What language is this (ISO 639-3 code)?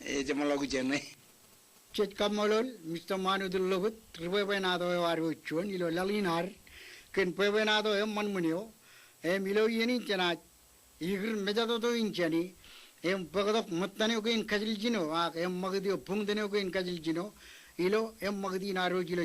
mah